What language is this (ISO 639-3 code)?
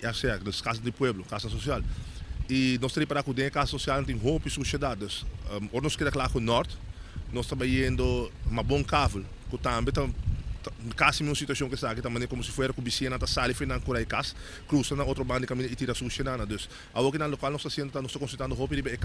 pap